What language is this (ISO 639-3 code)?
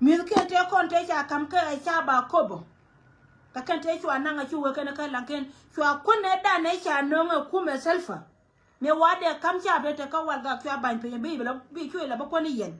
nus